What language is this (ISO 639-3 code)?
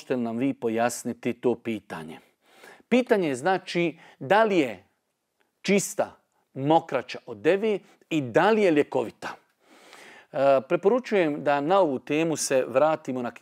bos